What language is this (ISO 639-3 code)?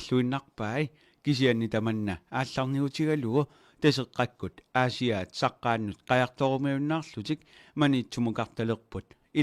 kal